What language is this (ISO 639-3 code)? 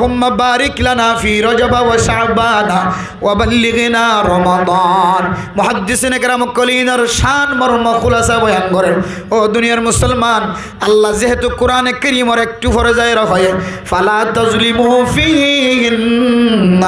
rhg